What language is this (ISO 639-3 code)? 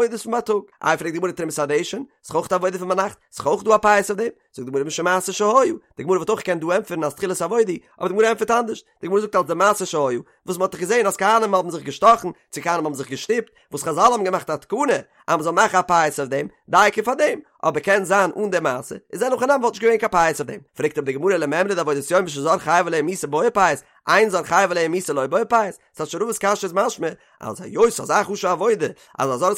yid